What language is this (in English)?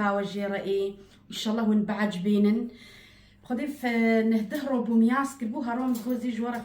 Kurdish